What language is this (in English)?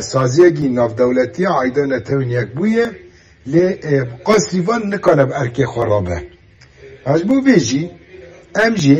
Kurdish